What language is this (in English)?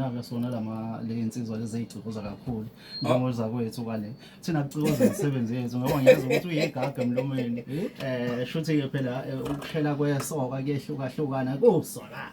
Zulu